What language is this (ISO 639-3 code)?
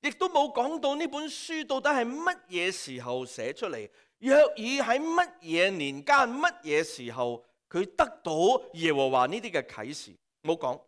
yue